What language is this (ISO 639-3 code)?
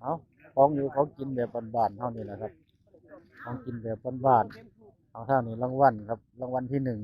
tts